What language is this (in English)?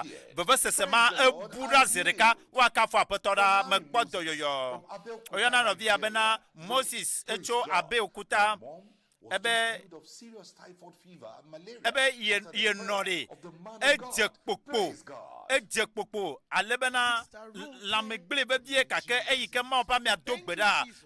Ewe